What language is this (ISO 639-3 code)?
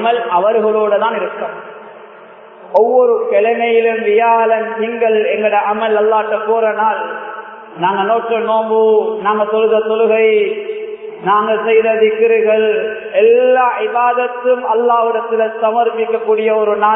tam